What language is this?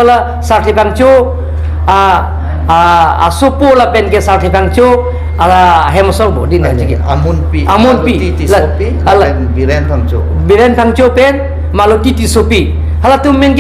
Karbi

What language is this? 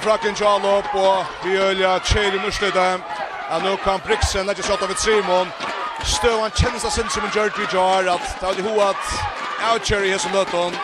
Faroese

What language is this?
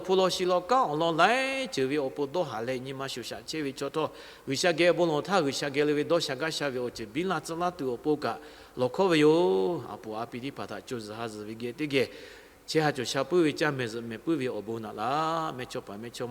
Lahu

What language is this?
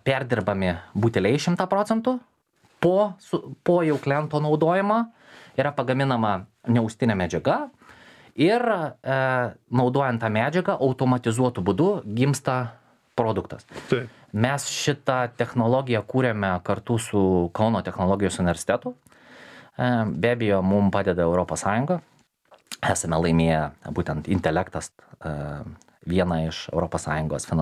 Lithuanian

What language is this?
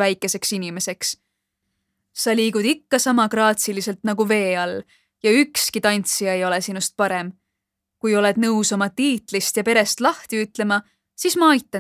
Estonian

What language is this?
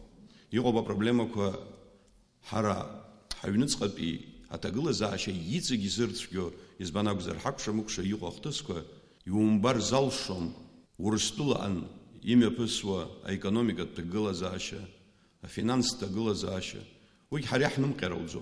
Abkhazian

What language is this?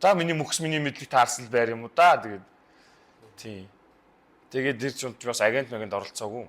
Mongolian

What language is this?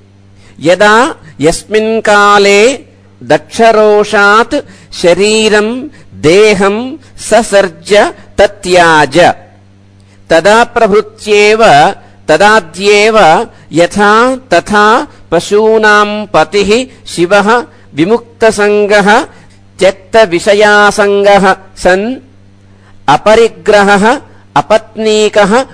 Sanskrit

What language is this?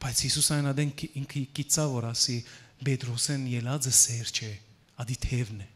Western Armenian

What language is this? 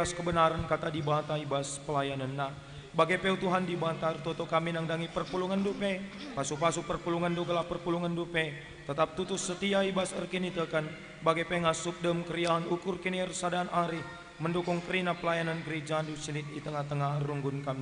Batak Karo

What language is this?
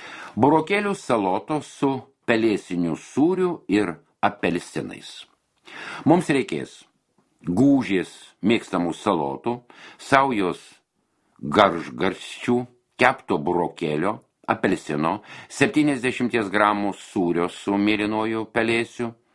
Lithuanian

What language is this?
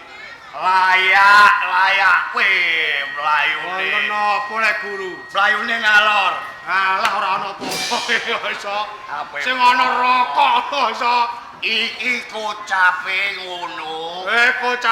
Javanese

